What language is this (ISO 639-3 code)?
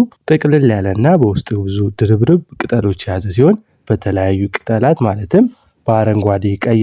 amh